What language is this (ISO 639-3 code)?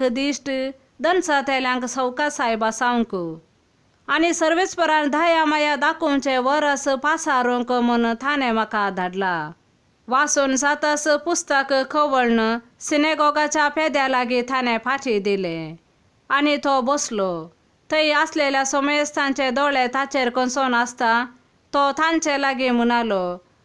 kok